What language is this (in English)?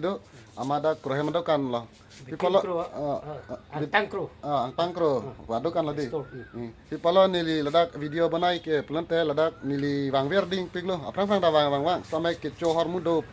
Karbi